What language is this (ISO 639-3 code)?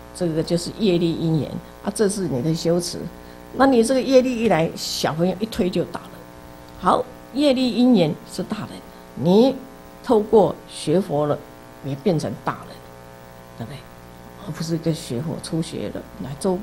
zho